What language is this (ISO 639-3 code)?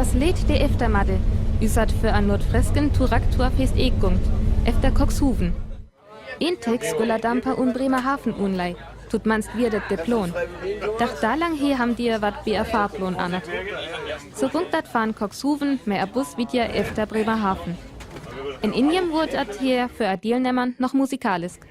frr